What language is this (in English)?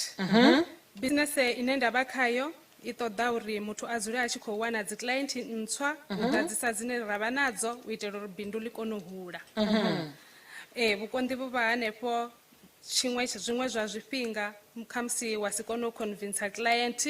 Venda